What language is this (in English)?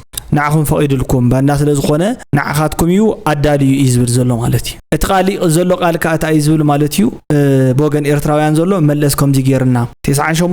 Tigrinya